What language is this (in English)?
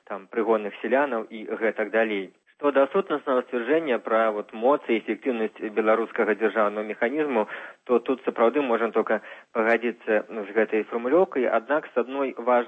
Belarusian